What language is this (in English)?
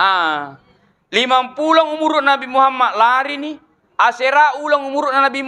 Buginese